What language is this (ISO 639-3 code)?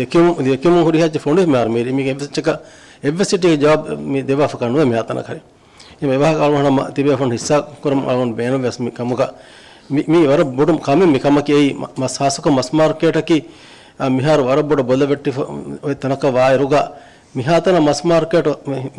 div